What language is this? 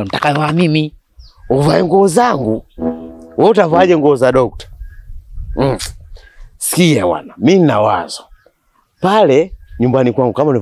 Swahili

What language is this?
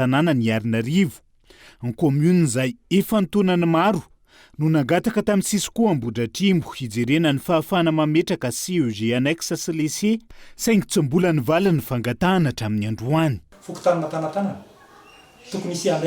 Malagasy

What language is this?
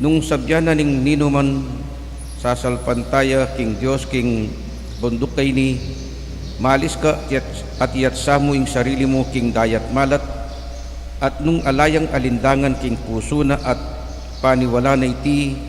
Pampanga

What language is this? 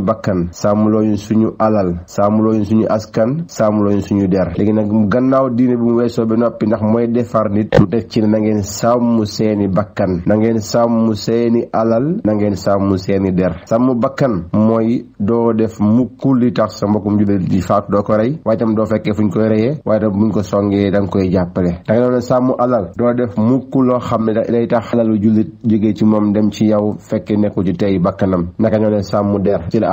Wolof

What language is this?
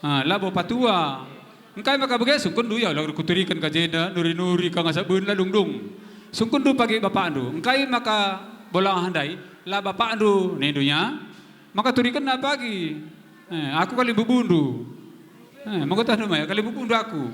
Batak Karo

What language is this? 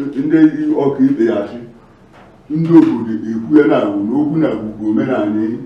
Igbo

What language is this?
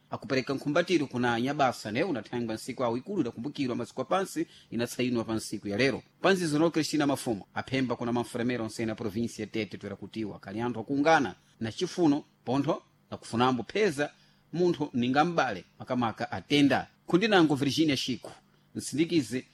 Sena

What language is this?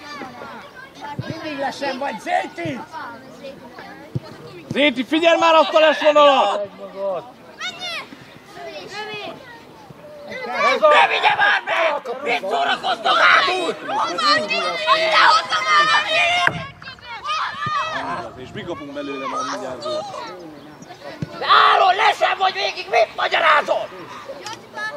Hungarian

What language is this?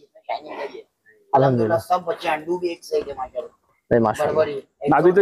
Hindi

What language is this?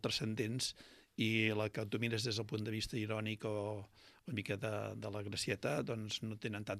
Catalan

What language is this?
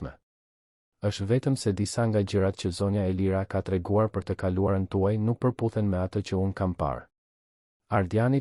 Albanian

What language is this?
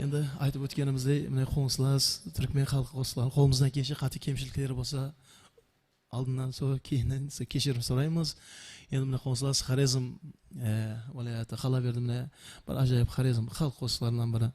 Kara-Kalpak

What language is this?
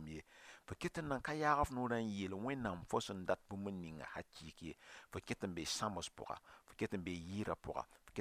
Mossi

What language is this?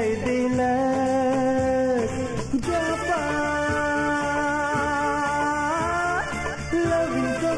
Bhojpuri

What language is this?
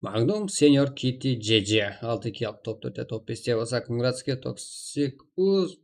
Kara-Kalpak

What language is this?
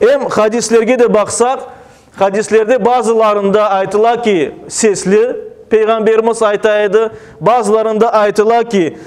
Crimean Tatar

